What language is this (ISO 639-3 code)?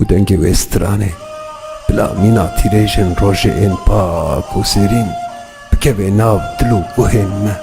kur